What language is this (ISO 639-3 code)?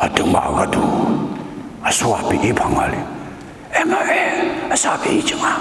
ahk